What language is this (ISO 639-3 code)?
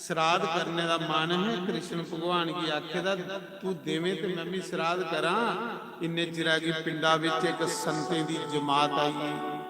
doi